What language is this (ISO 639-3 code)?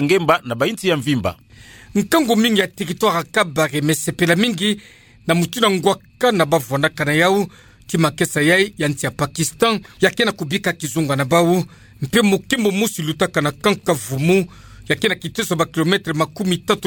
ktu